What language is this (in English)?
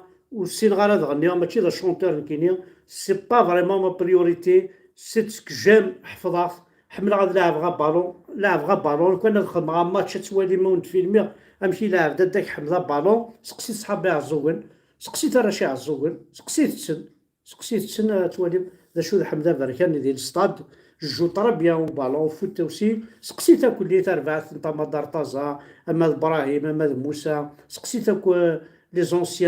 Kabyle